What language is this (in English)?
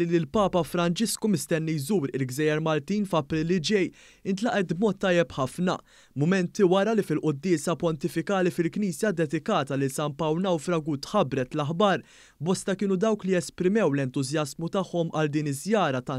Maltese